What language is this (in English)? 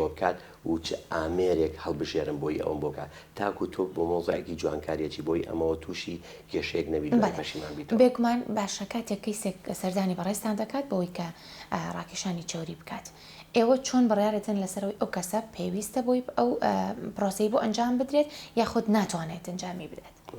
Central Kurdish